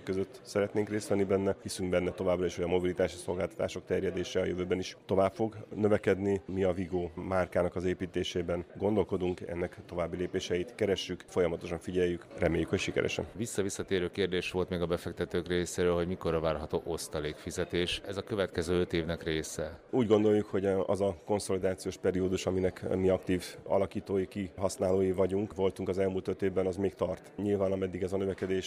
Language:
Hungarian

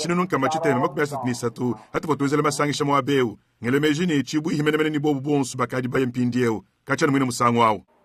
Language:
Luba-Lulua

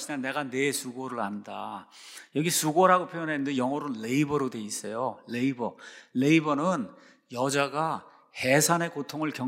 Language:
Korean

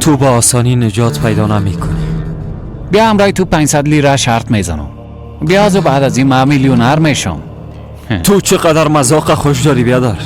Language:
Persian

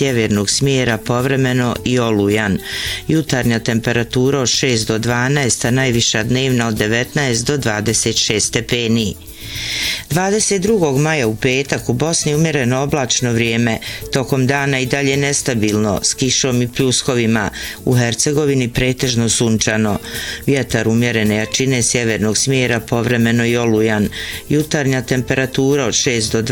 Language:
Bosnian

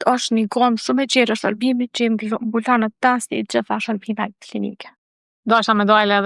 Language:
Albanian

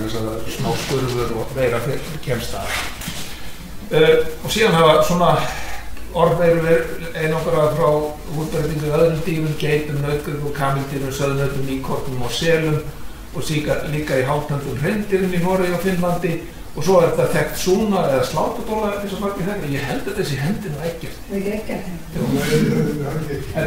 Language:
Icelandic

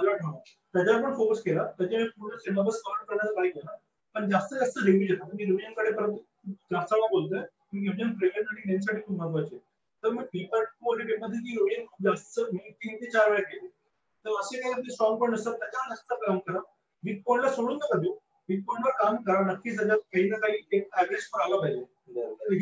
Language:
Marathi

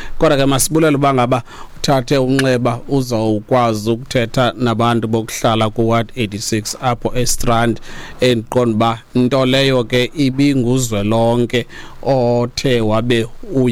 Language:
Xhosa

